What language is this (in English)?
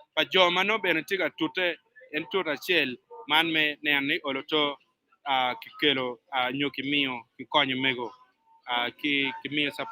Acoli